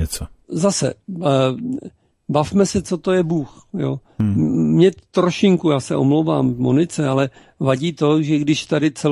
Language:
Czech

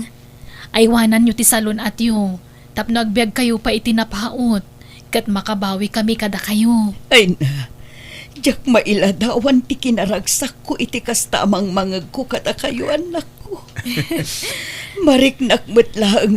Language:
Iloko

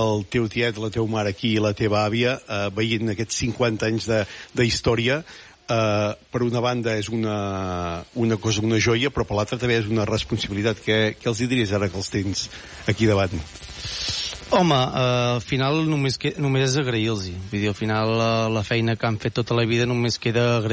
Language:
Catalan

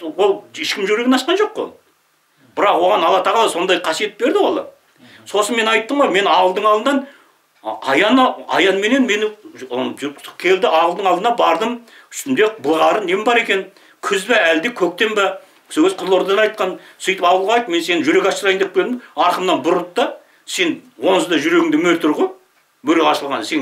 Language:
Kazakh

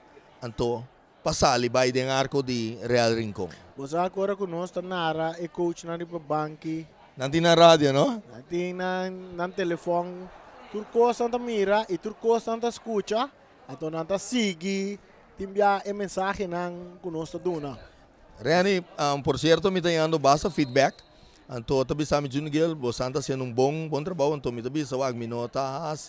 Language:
Papiamento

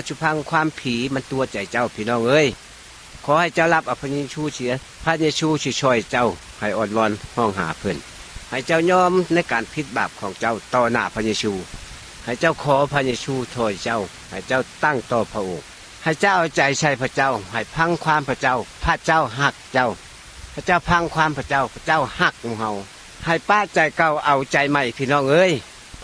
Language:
Lao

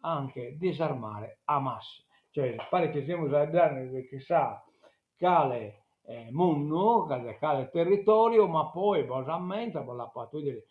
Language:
Sardinian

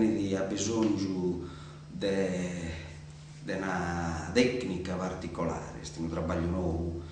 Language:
Sardinian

